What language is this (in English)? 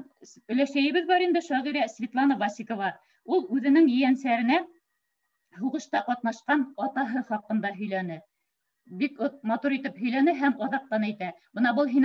Bashkir